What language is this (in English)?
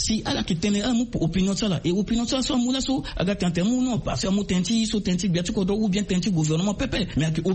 Sango